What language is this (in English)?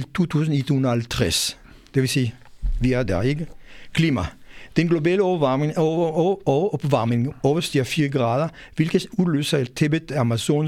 Danish